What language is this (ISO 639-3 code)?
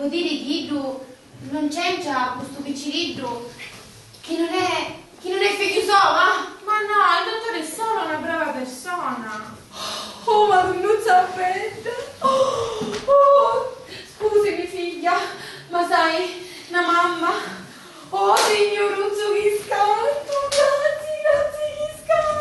scn